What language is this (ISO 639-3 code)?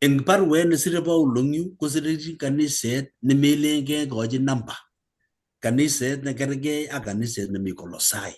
kln